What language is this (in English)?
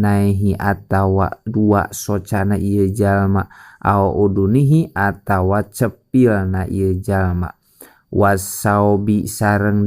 Sundanese